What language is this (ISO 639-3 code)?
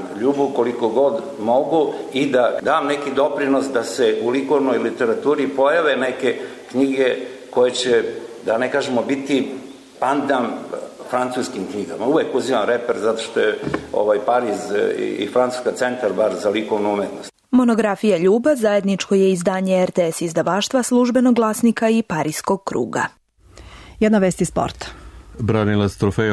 srp